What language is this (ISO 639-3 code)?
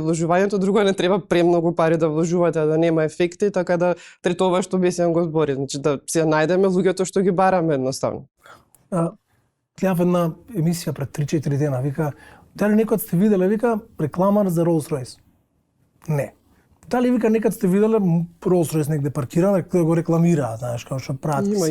mkd